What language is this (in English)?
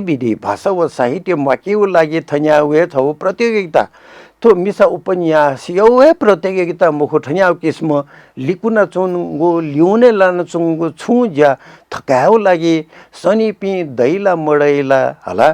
Newari